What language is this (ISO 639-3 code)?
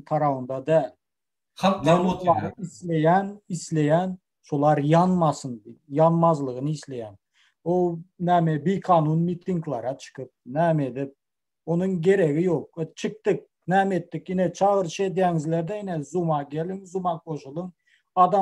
tuk